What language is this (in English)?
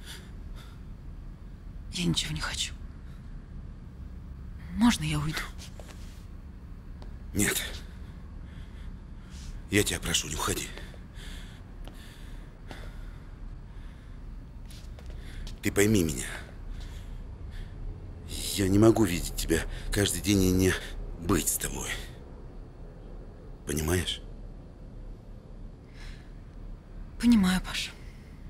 Russian